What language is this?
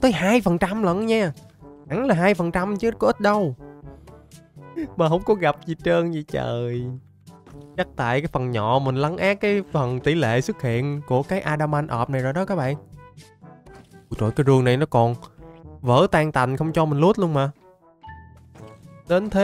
Vietnamese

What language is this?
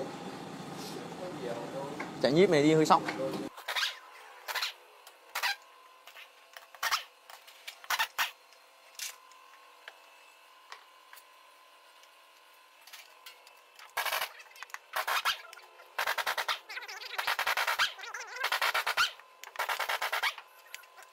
Vietnamese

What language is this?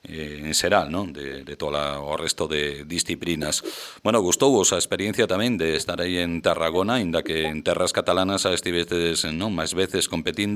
Galician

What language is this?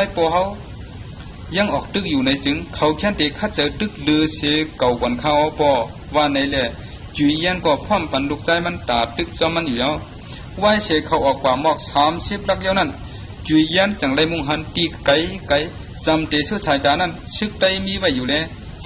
Shan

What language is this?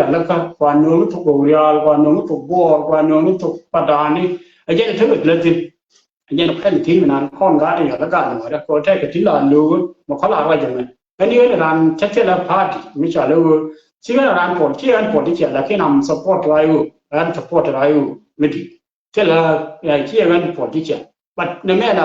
Nuer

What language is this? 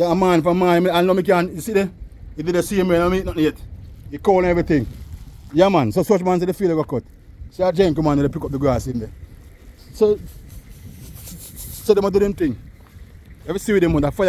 Jamaican Creole English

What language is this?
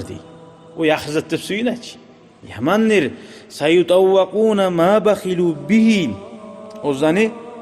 Kumyk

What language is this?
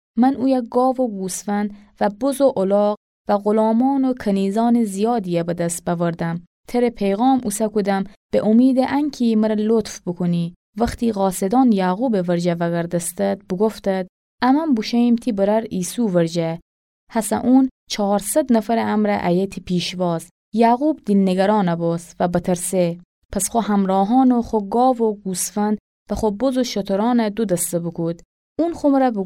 Gilaki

